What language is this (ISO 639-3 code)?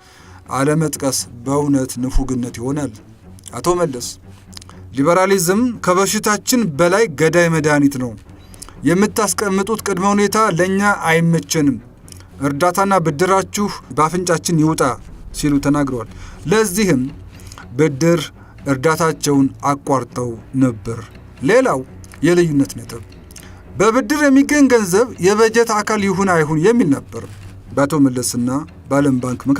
amh